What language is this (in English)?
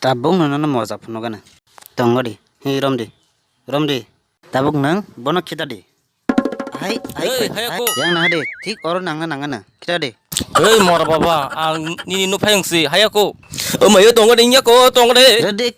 Kok Borok